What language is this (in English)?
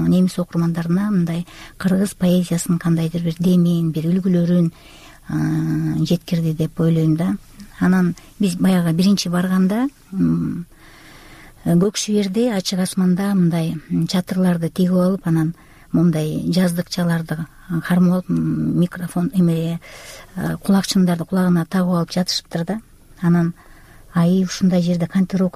Kyrgyz